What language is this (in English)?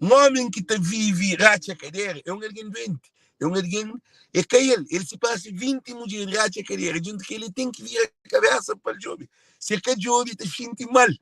Kabuverdianu